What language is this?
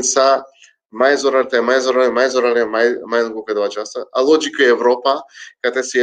Balkan Romani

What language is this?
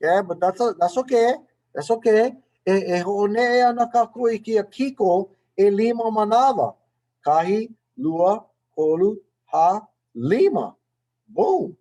Hawaiian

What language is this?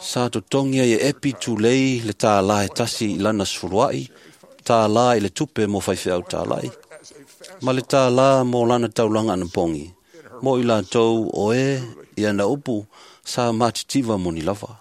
Samoan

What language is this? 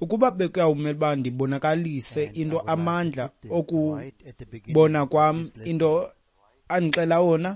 Xhosa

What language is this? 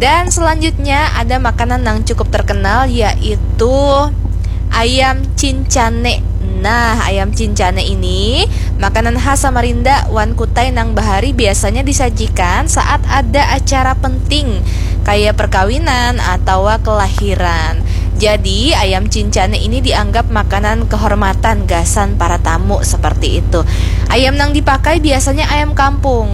Banjar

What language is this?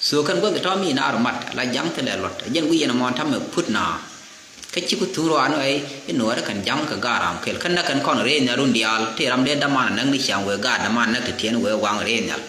Nuer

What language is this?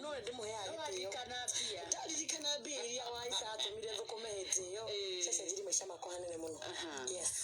Kikuyu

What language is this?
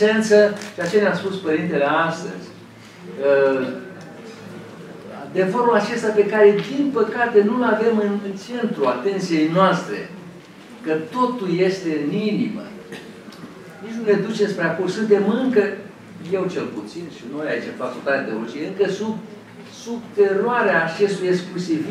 Romanian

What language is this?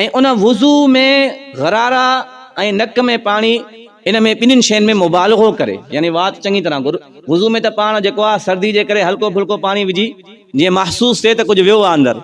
Sindhi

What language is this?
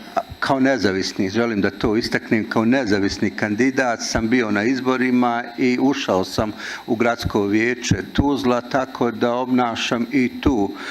Bosnian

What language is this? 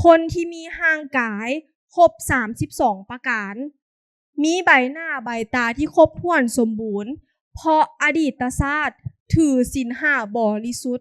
Lao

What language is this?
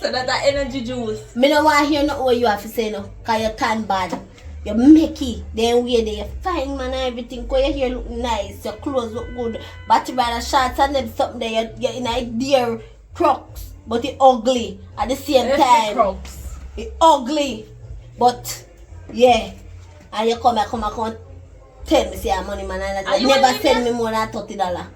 Jamaican Creole English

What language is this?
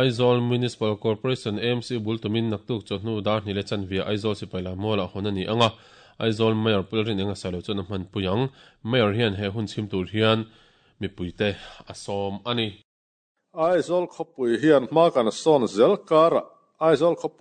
Mizo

